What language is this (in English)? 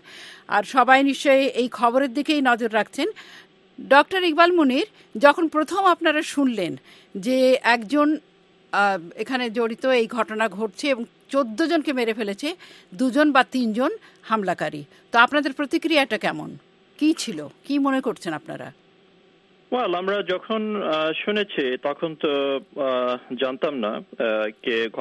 Bangla